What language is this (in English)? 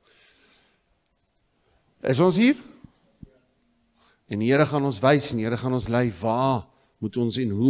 Afrikaans